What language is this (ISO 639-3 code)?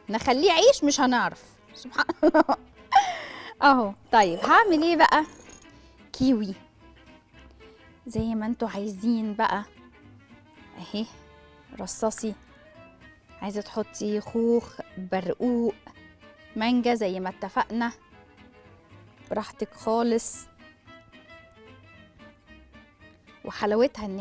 arz